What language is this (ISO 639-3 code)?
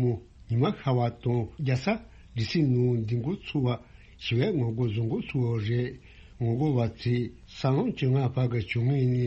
bod